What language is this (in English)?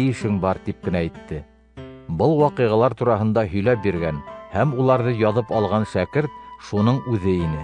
Bashkir